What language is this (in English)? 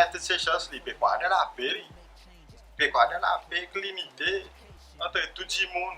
Seselwa Creole French